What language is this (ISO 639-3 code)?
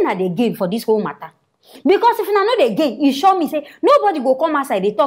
pcm